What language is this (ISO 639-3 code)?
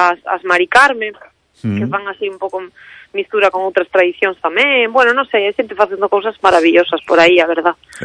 glg